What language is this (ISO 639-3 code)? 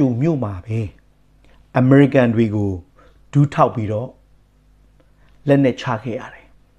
mya